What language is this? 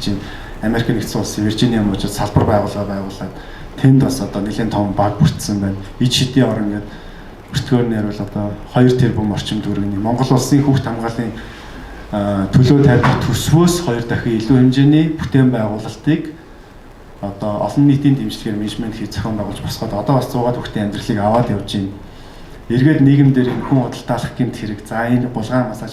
Mongolian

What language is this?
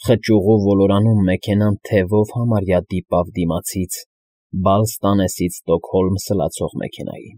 Armenian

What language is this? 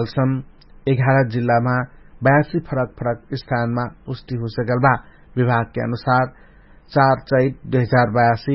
Dangaura Tharu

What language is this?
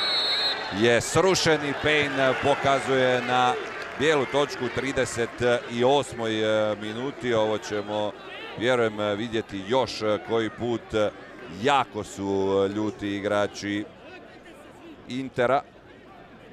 Croatian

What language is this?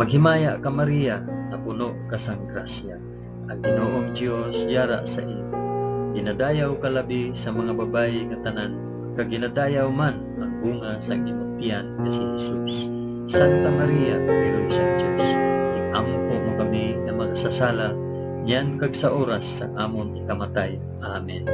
Hiligaynon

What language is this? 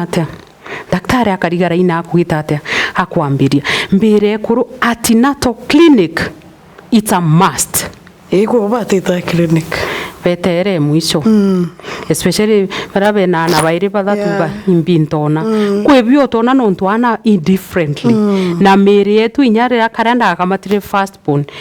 Meru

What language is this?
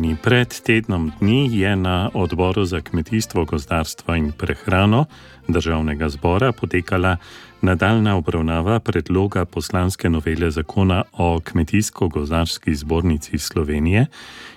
Slovenian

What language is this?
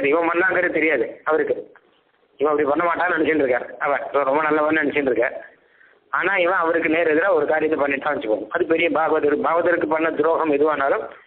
Tamil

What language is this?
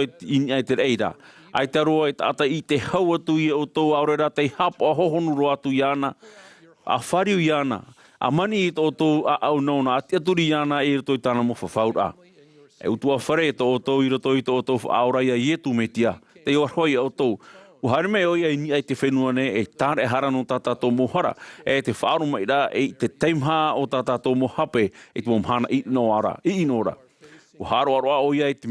Tahitian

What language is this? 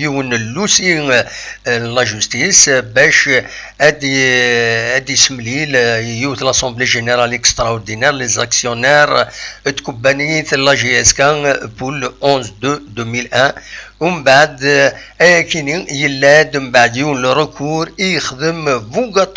Kabyle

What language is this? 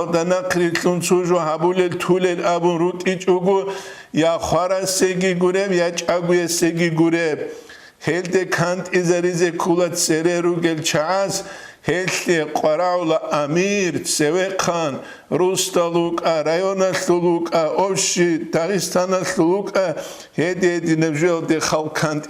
Avaric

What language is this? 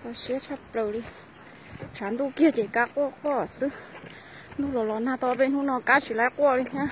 Hmong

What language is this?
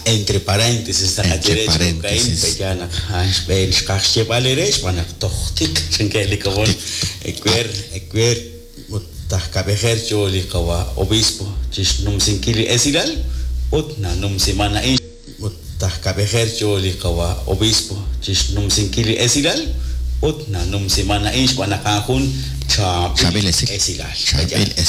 Kekchí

